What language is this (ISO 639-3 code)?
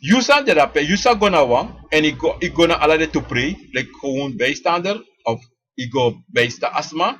srn